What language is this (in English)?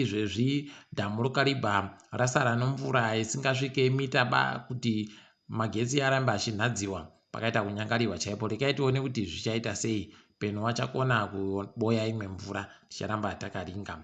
Ndau